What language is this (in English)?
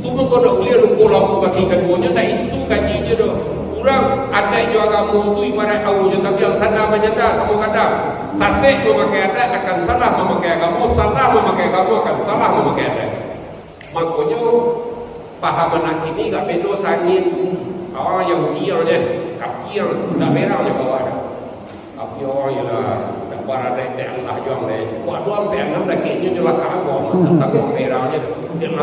Minangkabau